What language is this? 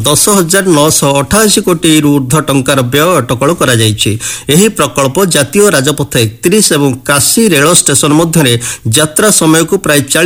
Odia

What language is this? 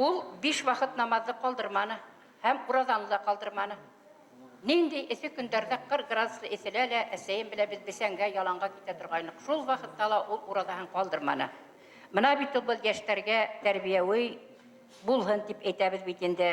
Bashkir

